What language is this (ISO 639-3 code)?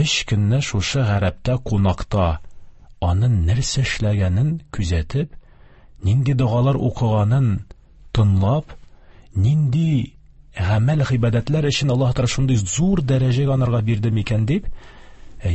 tat